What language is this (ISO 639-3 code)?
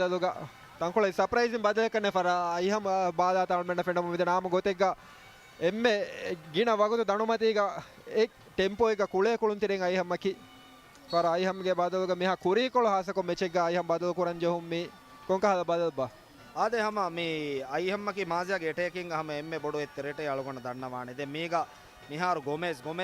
div